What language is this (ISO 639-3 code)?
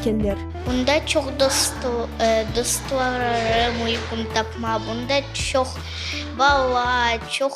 crh